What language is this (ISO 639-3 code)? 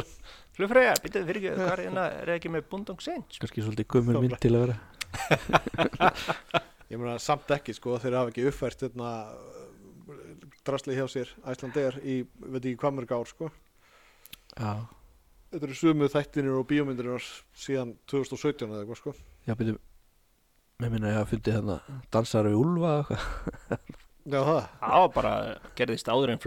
isl